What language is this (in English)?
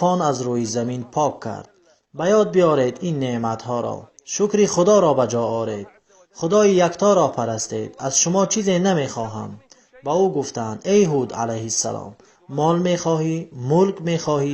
Tajik